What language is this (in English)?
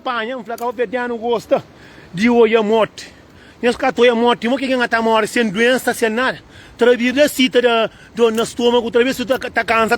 Kabuverdianu